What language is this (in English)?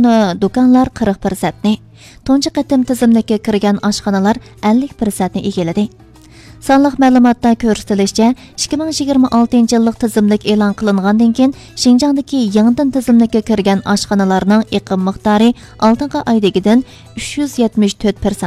Uyghur